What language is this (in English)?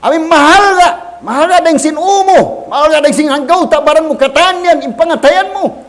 Tausug